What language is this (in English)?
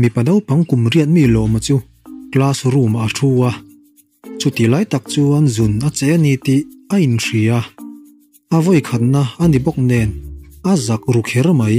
Mizo